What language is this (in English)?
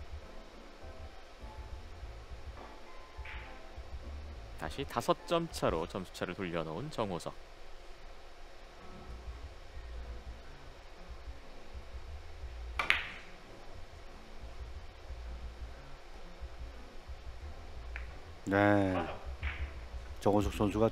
Korean